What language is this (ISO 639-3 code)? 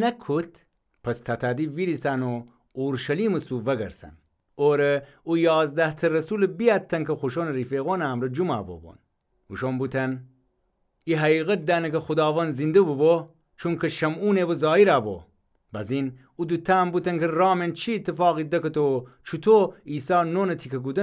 glk